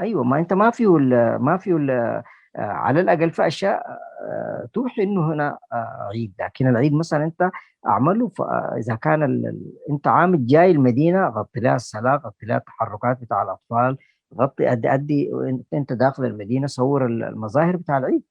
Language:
Sudanese Arabic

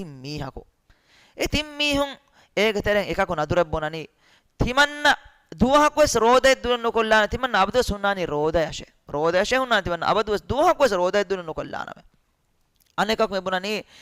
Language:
Divehi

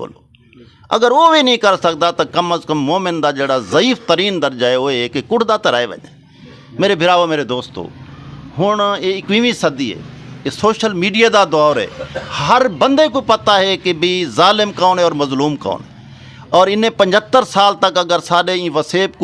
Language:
Saraiki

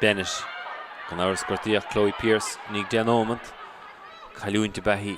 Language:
Irish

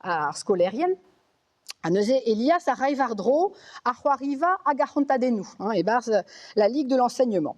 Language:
Breton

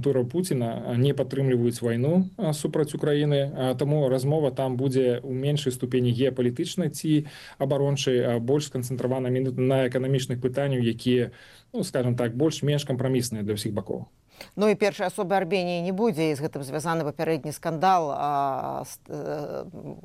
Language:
Belarusian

